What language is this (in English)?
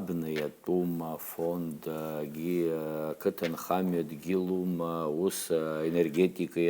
Abkhazian